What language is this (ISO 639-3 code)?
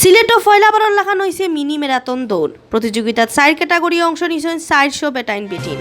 syl